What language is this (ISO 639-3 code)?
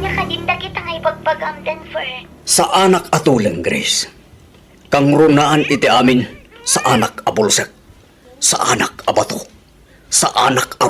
ilo